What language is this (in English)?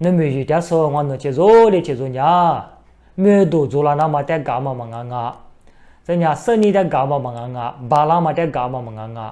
Lisu